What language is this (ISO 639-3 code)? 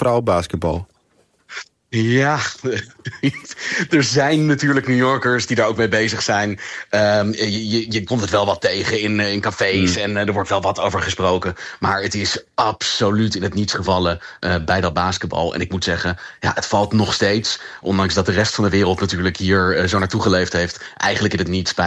nld